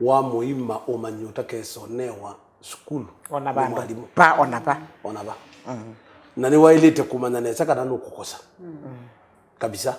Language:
Kamba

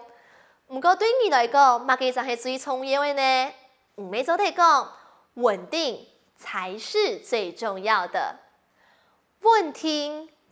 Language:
Hakka Chinese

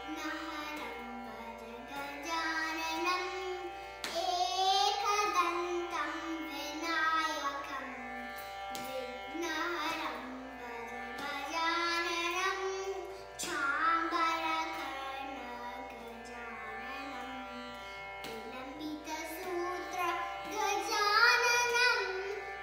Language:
Kannada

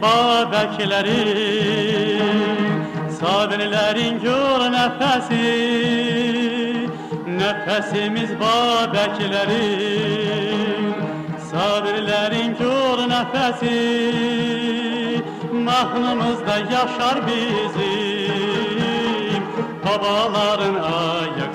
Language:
South Azerbaijani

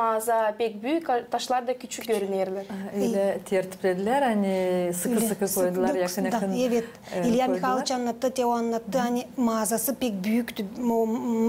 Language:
Gagauz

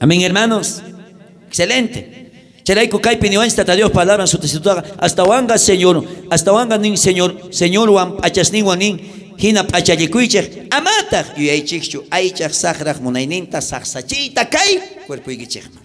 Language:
South Bolivian Quechua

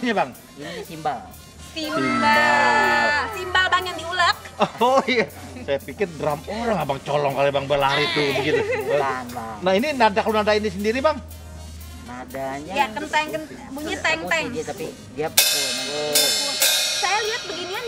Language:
Betawi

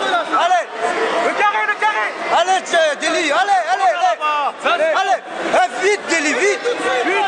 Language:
French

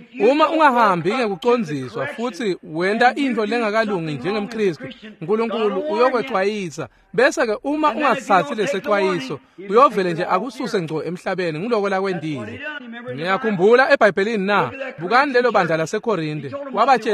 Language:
Swati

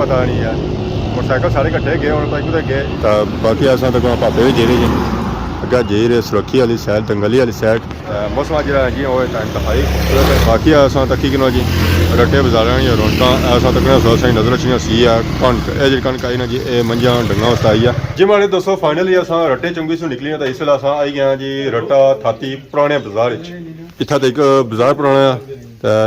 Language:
Pahari-Potwari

